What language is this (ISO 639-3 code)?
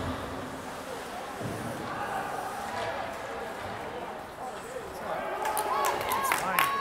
eng